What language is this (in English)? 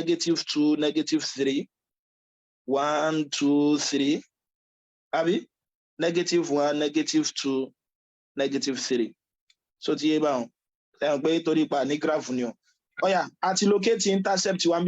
Yoruba